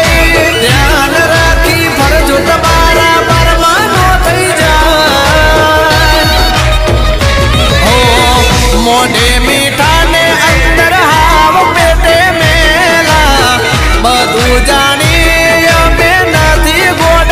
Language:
Gujarati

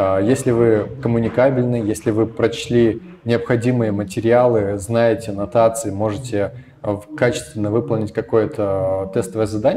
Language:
Russian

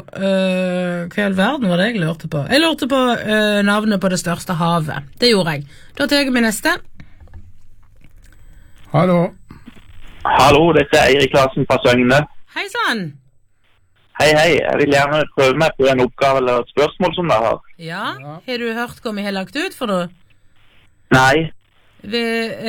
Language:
Norwegian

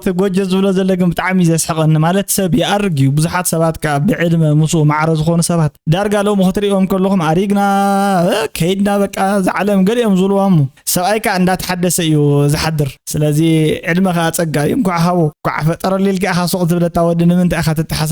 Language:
Tigrinya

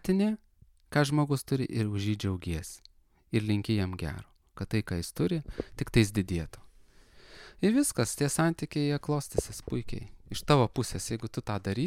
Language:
Lithuanian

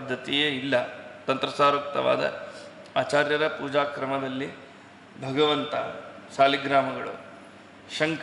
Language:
Kannada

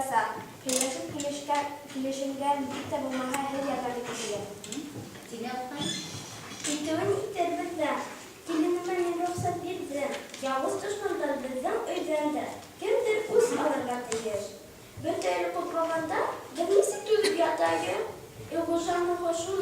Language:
Bashkir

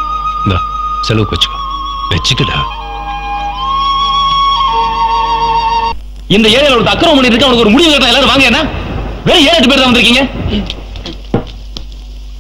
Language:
Tamil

